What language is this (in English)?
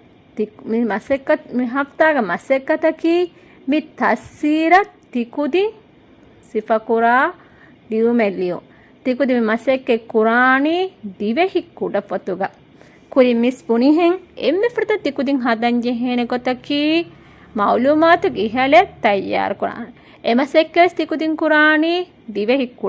Divehi